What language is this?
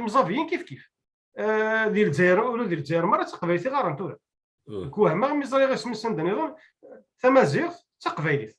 Kabyle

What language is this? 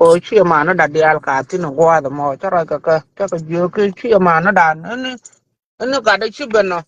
Nuer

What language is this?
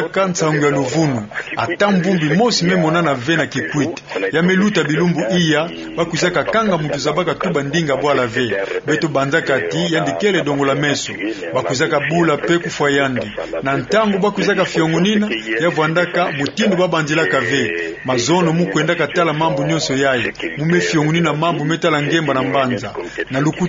Kituba (Democratic Republic of Congo)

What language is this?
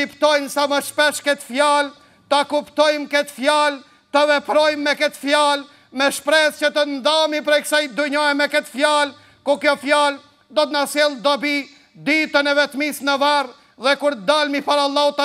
Albanian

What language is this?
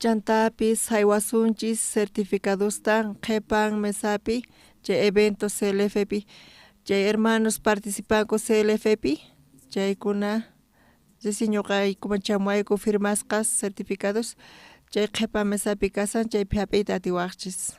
South Bolivian Quechua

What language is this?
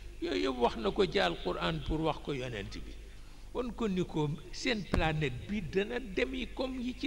Wolof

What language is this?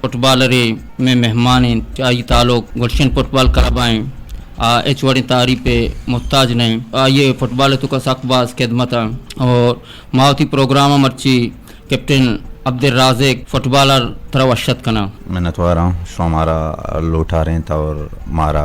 Eastern Balochi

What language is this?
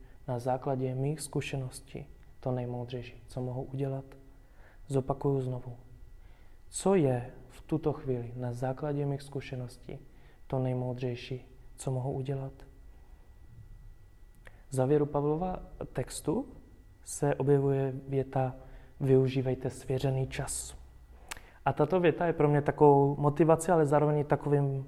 Czech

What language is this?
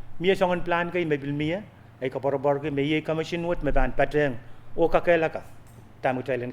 Pohnpeian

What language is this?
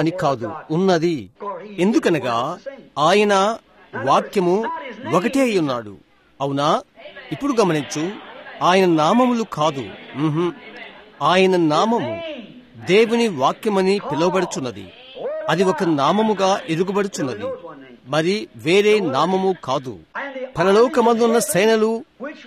Telugu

